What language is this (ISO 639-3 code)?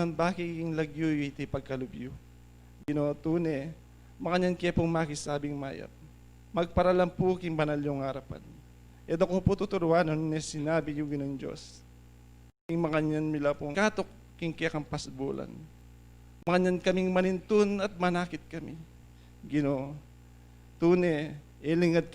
pam